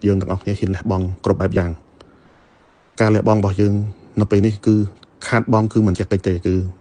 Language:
Khmer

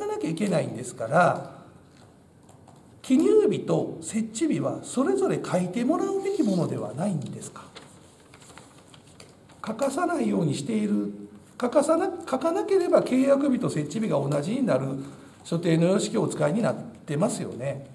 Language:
Japanese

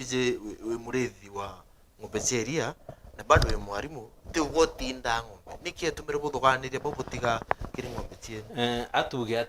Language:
Meru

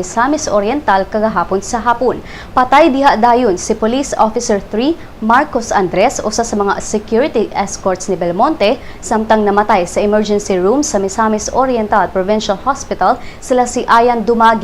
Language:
Cebuano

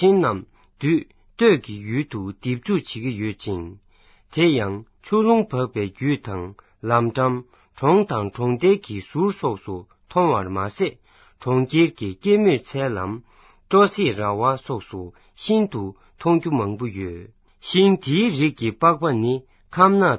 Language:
Tibetan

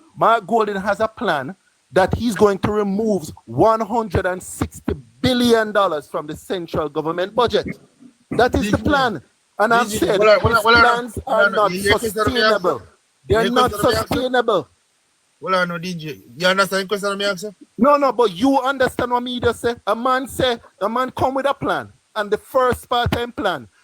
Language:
Jamaican Creole English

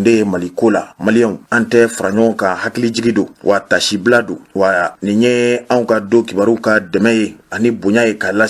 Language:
Bambara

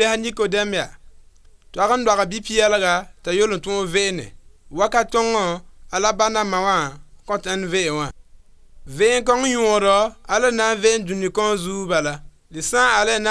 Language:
Mossi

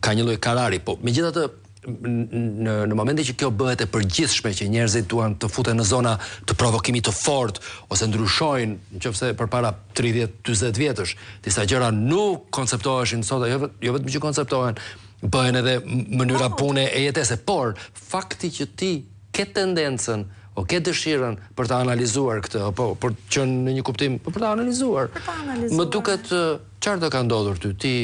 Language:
Albanian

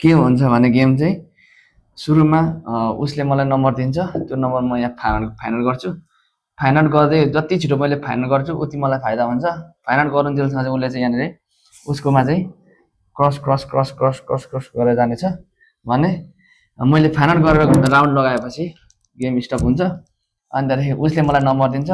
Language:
Nepali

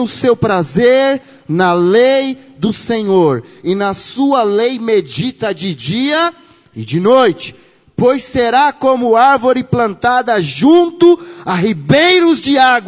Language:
Portuguese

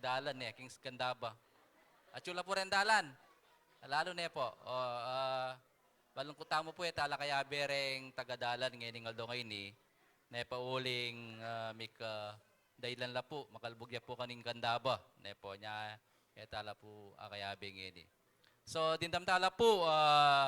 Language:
Pampanga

